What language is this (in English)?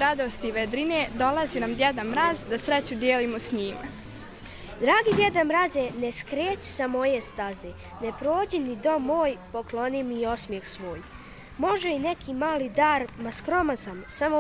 Bosnian